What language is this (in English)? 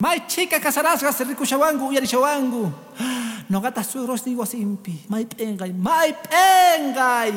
Quechua